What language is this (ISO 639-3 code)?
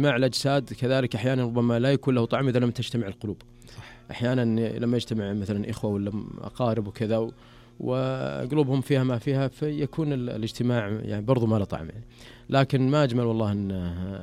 ars